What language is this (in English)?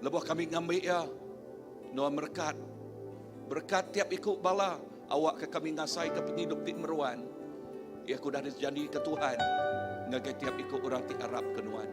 Iban